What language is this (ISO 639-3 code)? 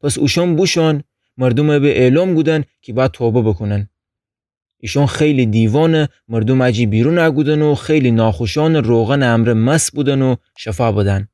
glk